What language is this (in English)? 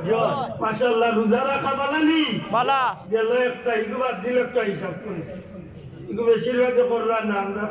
Sylheti